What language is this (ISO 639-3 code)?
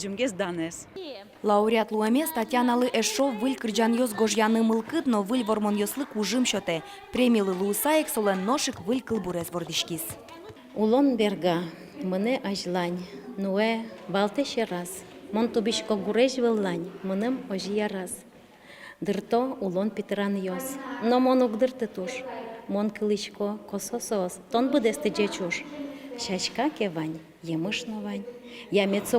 udm